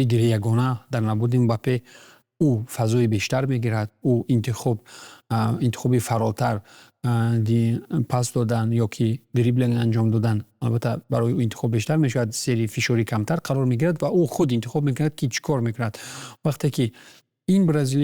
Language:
Tajik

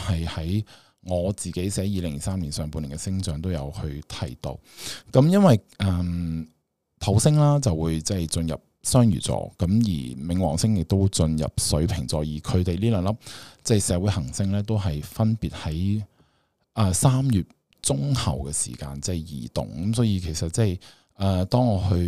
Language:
Cantonese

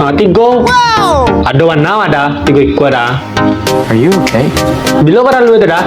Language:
Minangkabau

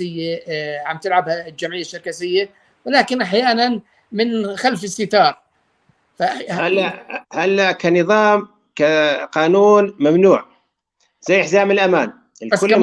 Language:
North Levantine Arabic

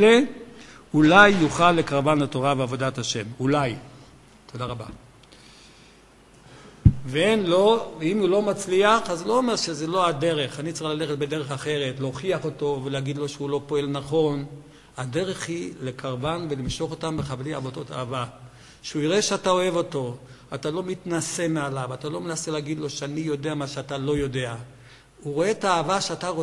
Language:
Hebrew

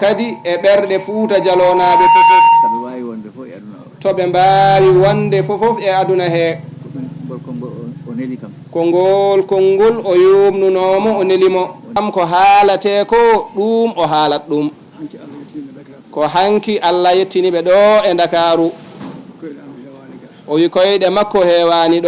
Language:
Fula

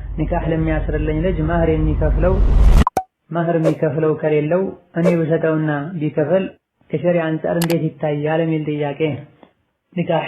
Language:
Amharic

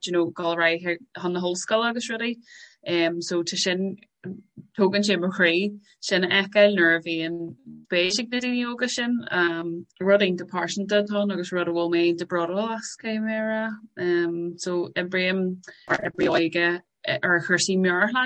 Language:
Irish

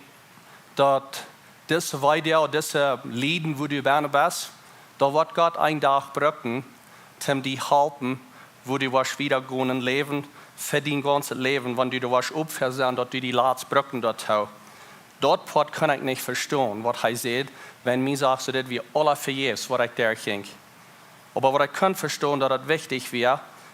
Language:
Plautdietsch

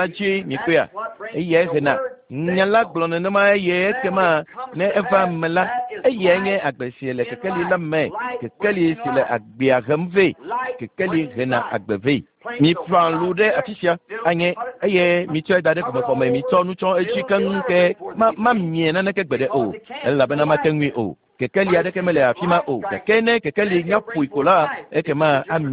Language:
Ewe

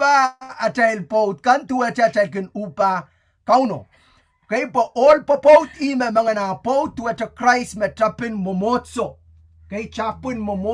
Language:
Pohnpeian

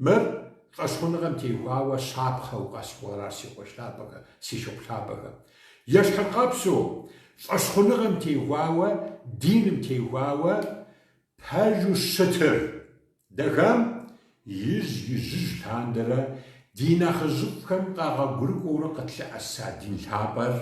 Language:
Kabardian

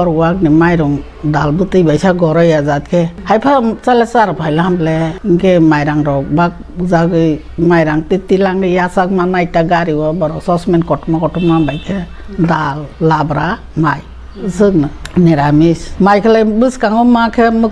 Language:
Kok Borok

